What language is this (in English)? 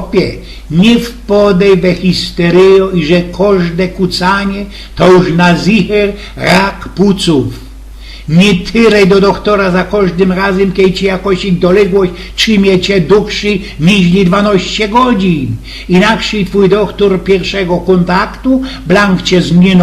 Silesian